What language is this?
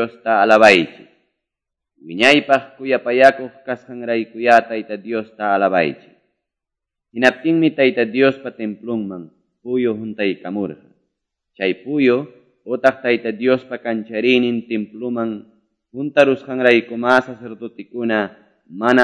Quechua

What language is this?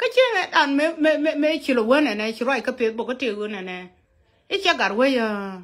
Nuer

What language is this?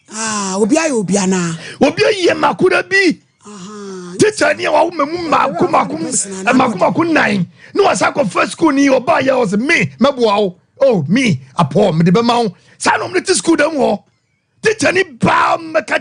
Akan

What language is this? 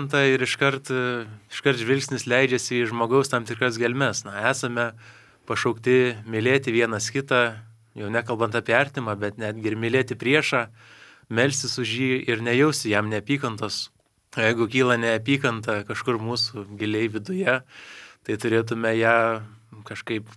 Lithuanian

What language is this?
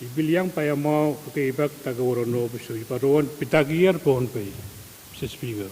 Pohnpeian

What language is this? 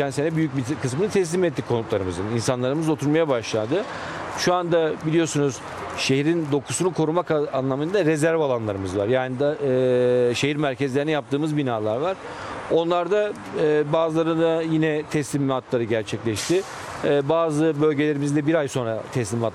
Turkish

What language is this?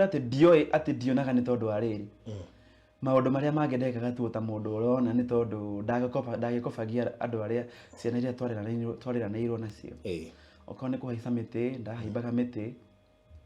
Kikuyu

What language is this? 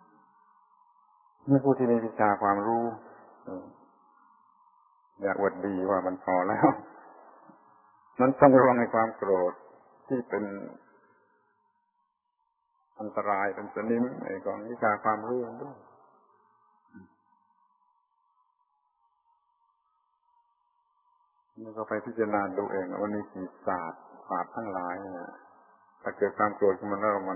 Thai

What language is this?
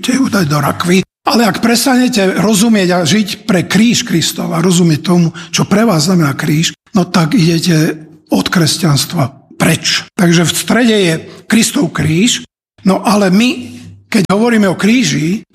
Slovak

